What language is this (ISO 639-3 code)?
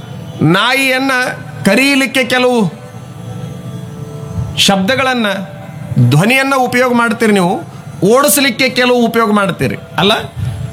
kan